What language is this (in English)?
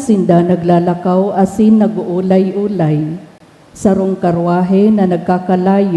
Bikol